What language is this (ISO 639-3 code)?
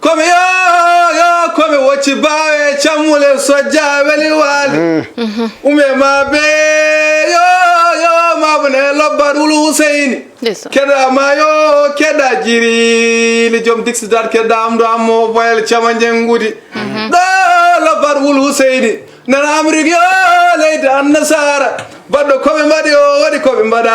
ful